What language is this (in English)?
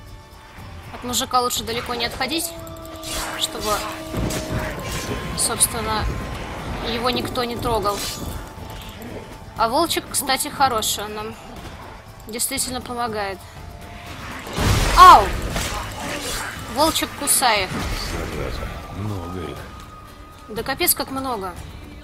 Russian